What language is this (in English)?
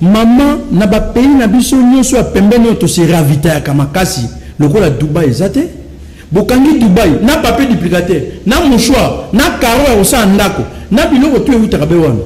Lingala